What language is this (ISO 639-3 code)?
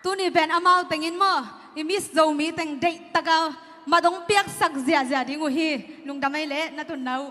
ctd